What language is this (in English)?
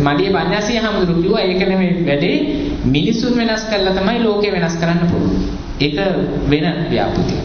Sinhala